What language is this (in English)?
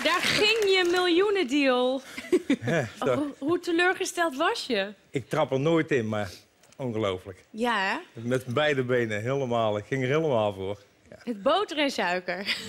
Dutch